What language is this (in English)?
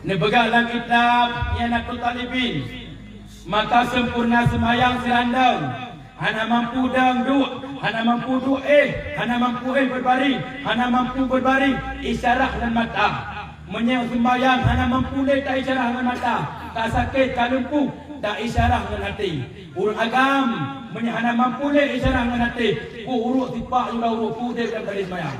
Achinese